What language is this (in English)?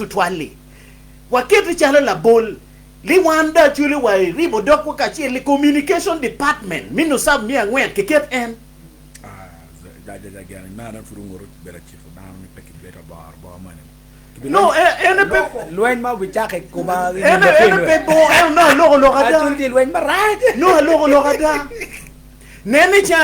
Acoli